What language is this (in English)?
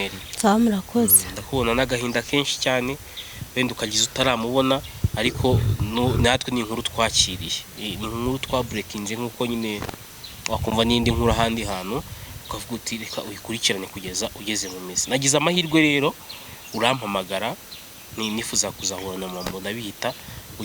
Kinyarwanda